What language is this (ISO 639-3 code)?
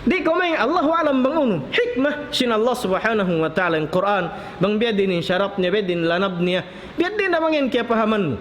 tsg